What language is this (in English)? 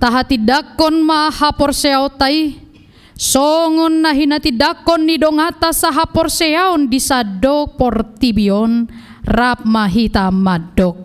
Batak Toba